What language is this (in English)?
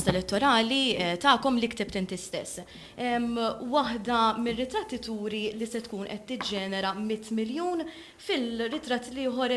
Maltese